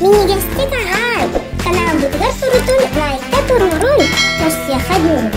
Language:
Yakut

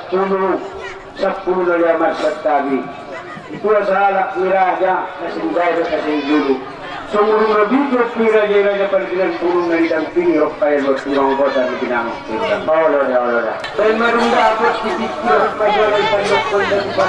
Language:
Batak Angkola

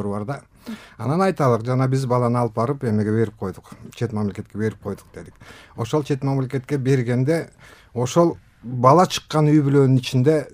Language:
Kyrgyz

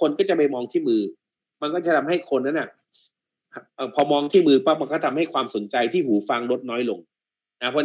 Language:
Thai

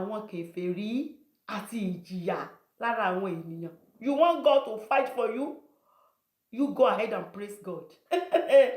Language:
Yoruba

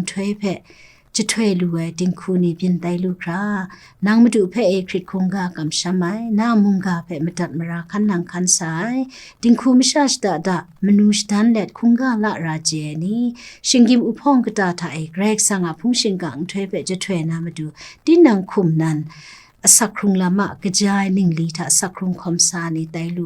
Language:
Kachin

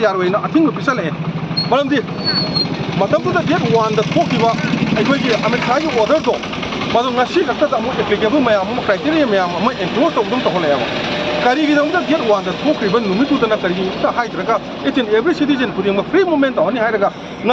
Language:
Manipuri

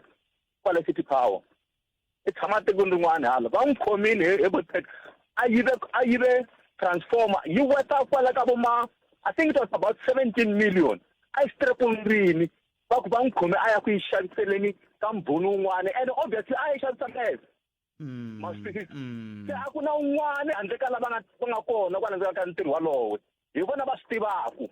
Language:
Tsonga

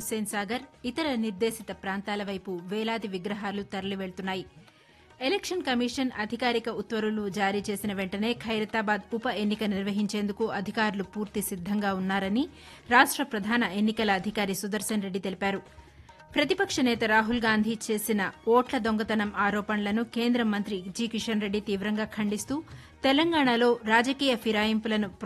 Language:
Telugu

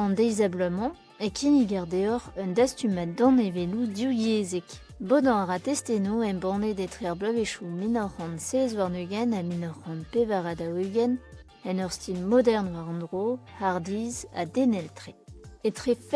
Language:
Breton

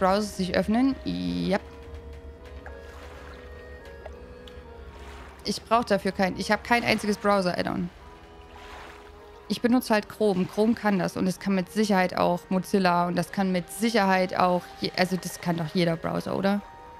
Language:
German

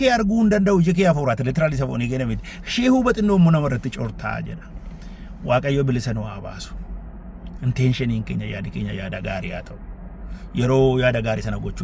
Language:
Oromo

